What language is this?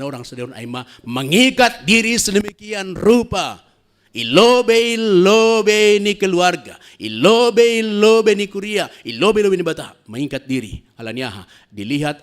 Batak Simalungun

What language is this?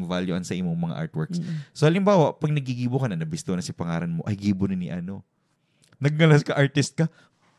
Bikol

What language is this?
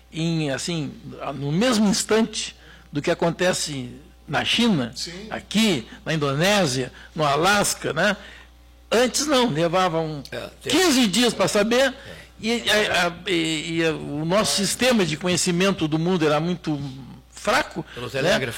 Portuguese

